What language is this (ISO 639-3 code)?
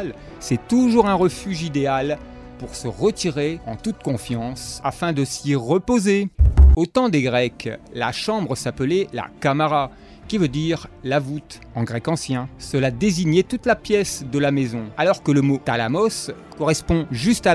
fra